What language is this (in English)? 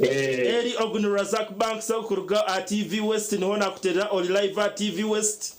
Nyankole